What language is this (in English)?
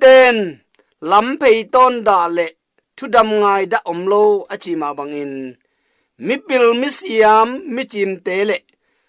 Tedim Chin